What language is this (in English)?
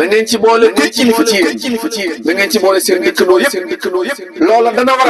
Wolof